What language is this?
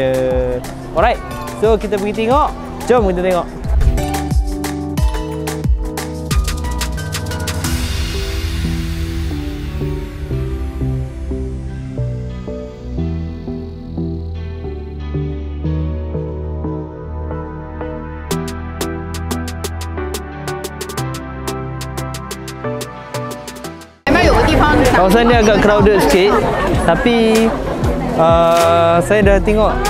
Malay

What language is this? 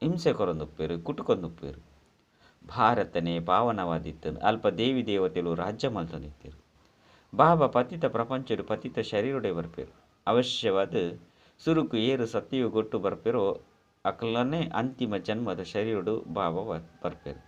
Tulu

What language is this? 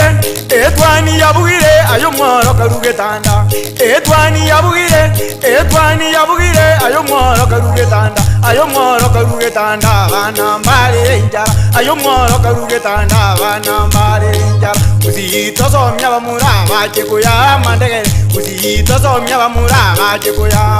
Gusii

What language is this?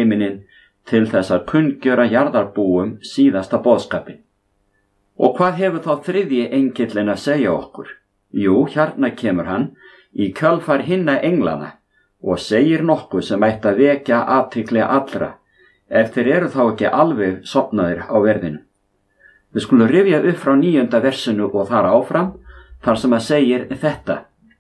Icelandic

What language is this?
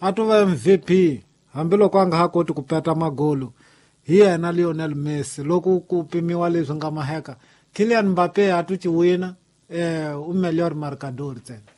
Tsonga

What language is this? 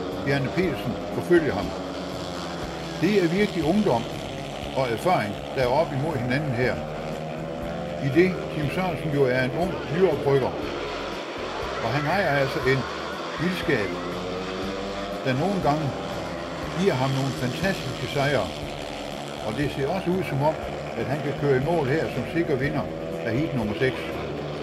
Danish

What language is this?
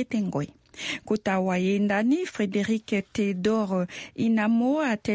Sango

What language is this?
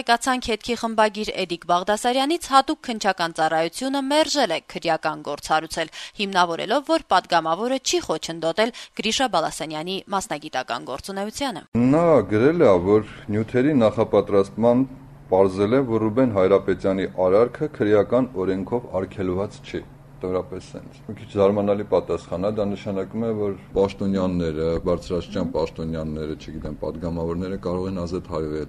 Armenian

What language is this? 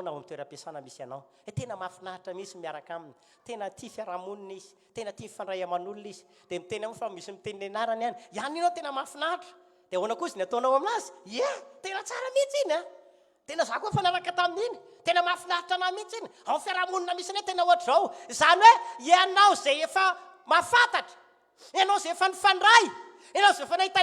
Malagasy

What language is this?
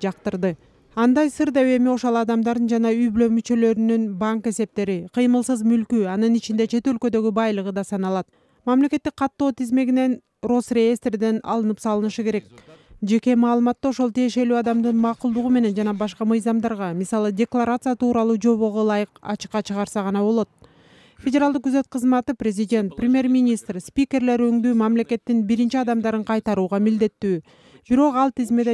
Kyrgyz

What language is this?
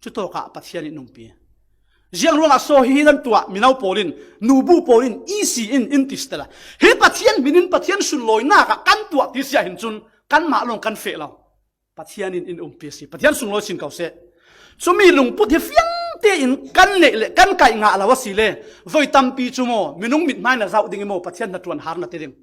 Falam Chin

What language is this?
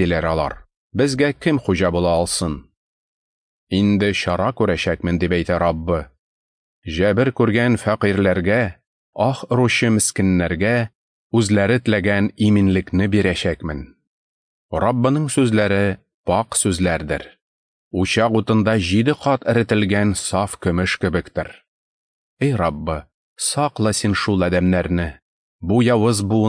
Tatar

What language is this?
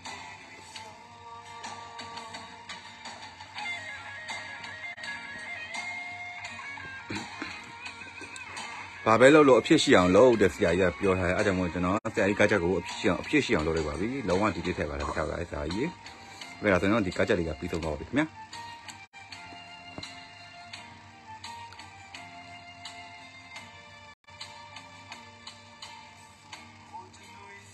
Burmese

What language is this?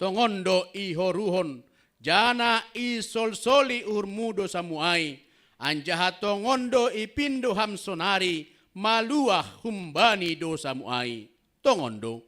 Batak Simalungun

